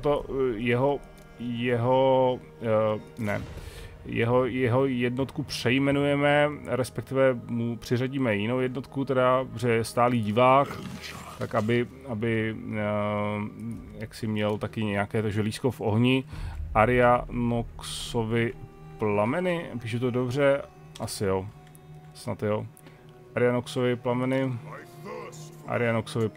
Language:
Czech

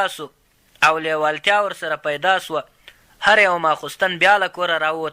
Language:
Pashto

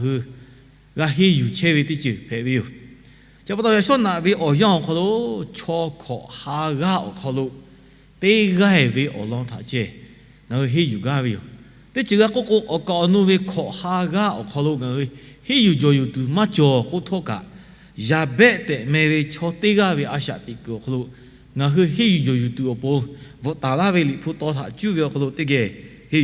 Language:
Lahu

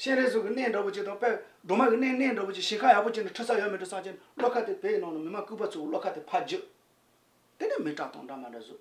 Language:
Tibetan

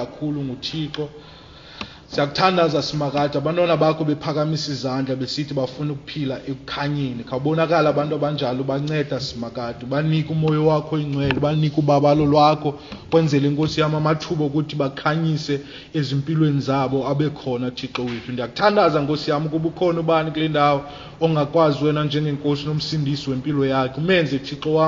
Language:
Xhosa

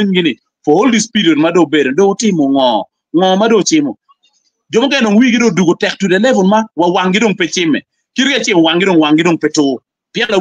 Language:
Acoli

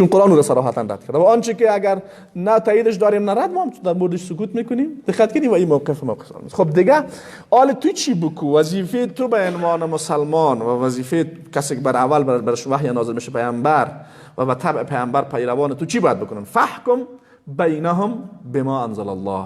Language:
Persian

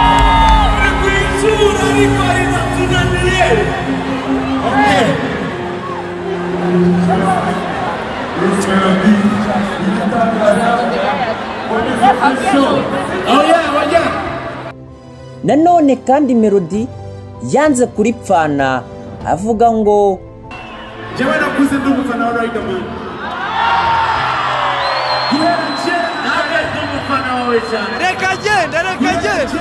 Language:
Kinyarwanda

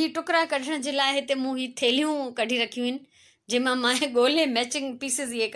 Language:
Sindhi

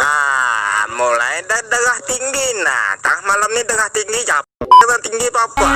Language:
Banjar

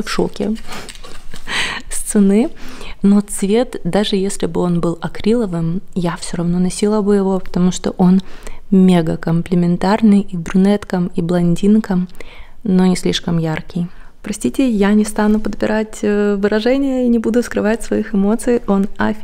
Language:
Russian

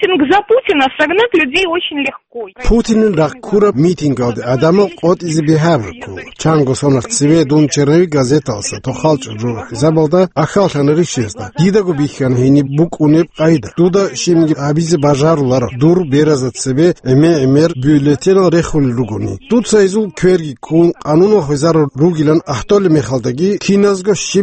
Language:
Avaric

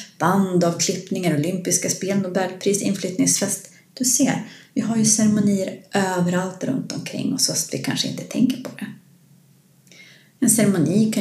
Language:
Swedish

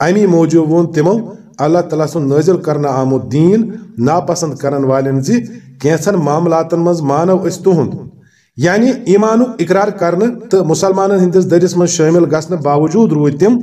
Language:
Kashmiri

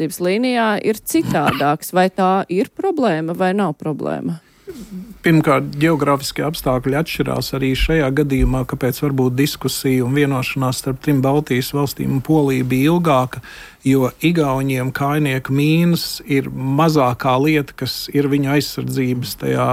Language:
Latvian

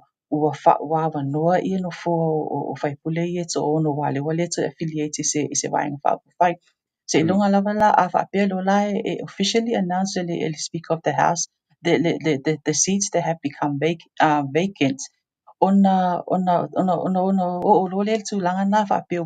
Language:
Samoan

